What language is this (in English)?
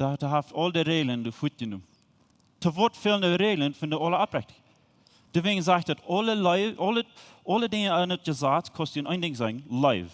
Plautdietsch